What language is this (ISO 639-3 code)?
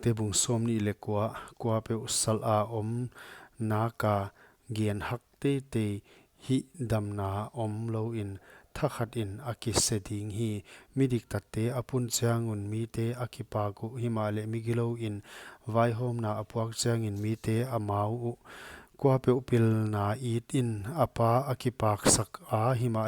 pck